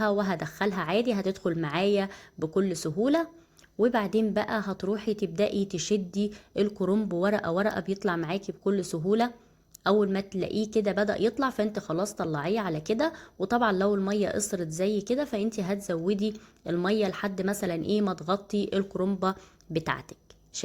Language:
Egyptian Arabic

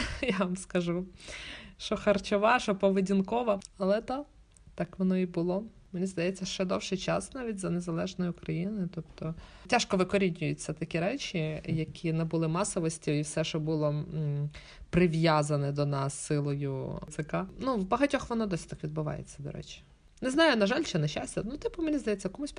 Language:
Ukrainian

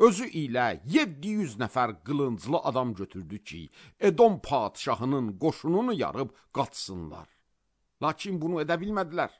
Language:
Azerbaijani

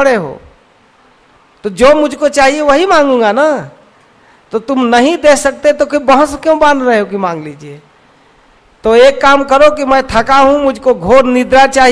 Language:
Hindi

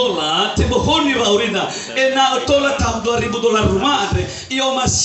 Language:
Nias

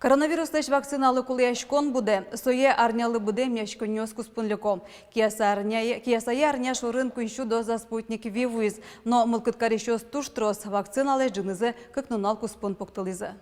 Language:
Udmurt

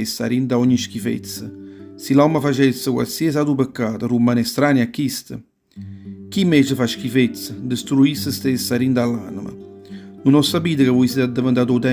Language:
Neapolitan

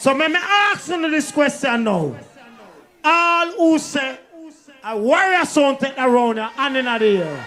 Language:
Jamaican Creole English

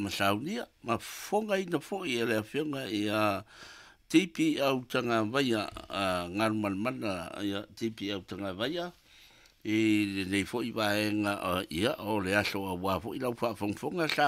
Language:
Samoan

